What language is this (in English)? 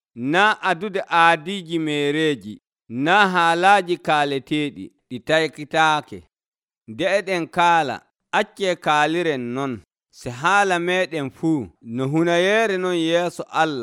Nigerian Fulfulde